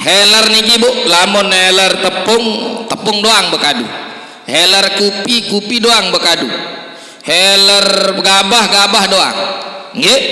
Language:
Sasak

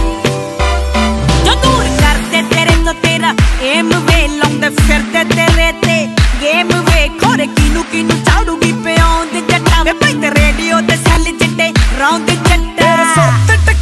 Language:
Punjabi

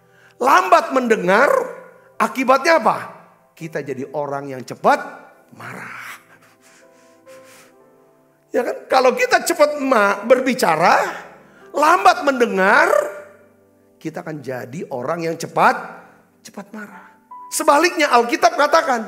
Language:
Indonesian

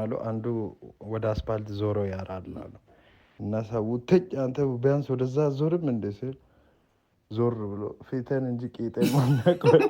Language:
Amharic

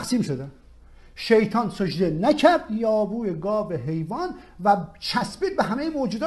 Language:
Persian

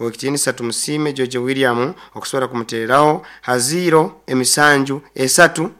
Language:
Nyoro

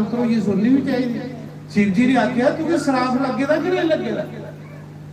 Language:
Dogri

